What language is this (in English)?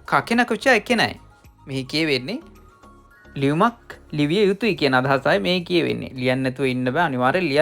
Sinhala